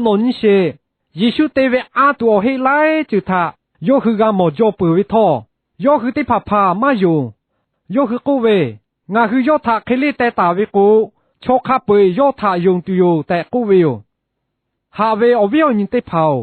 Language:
Lahu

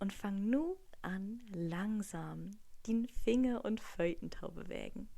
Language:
Low German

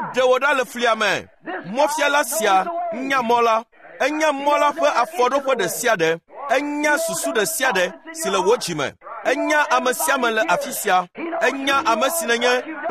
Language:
Ewe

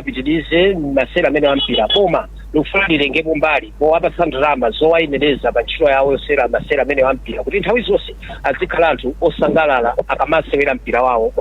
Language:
Nyanja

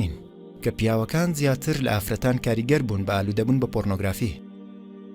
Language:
Central Kurdish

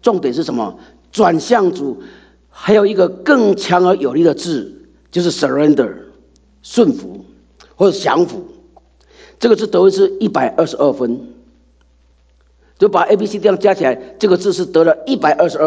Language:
Chinese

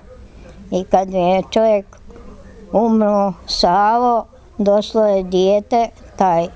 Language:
Bosnian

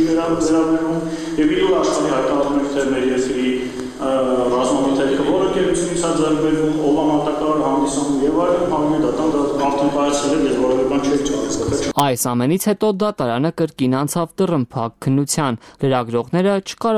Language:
Armenian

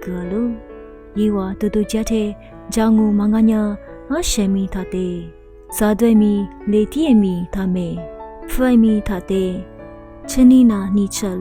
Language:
Lisu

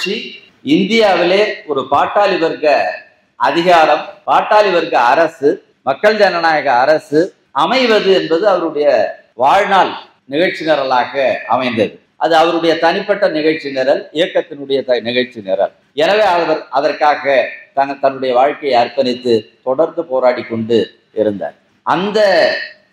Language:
Tamil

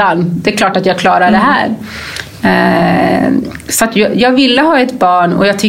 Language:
Swedish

